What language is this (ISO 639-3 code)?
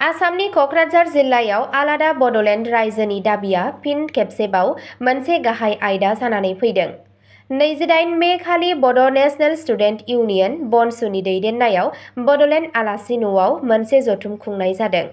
brx